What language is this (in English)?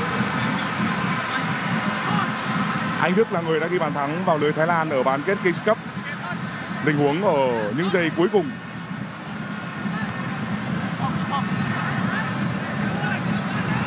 Vietnamese